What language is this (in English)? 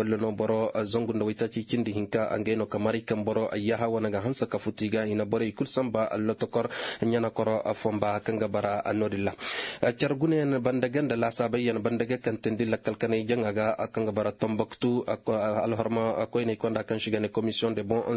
Koyraboro Senni